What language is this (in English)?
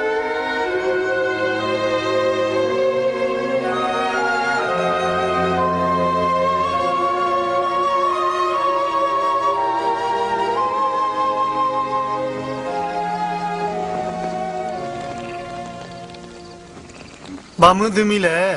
S'gaw Karen